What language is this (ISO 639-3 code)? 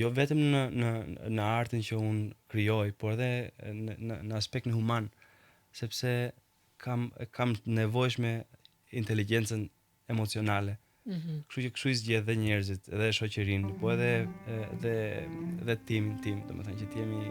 sqi